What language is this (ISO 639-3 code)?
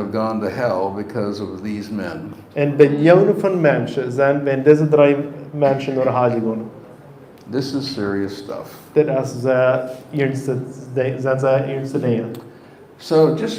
pdt